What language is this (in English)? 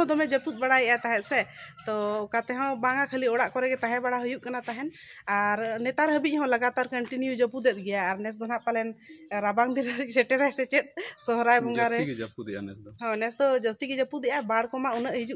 Santali